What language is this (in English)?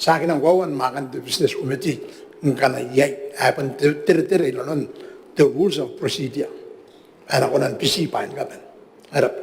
Gilbertese